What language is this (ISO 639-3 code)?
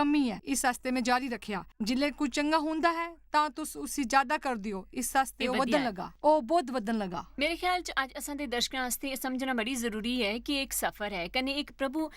doi